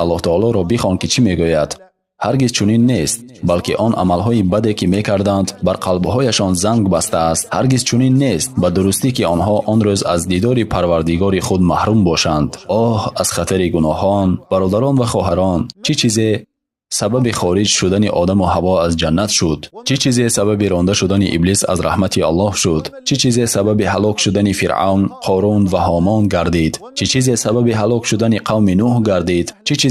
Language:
Tajik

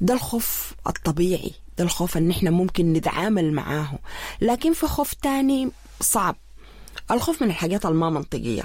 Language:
Sudanese Arabic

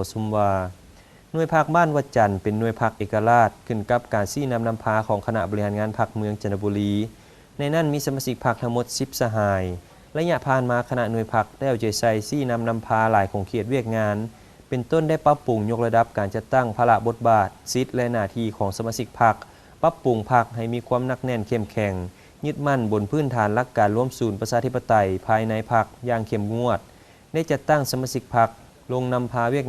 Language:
Lao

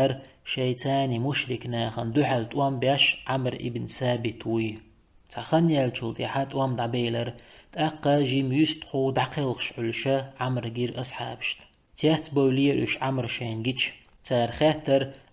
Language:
Chechen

